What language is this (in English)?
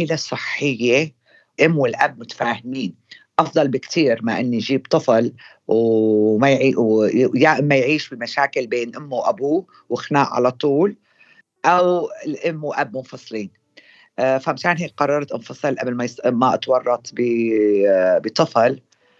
North Levantine Arabic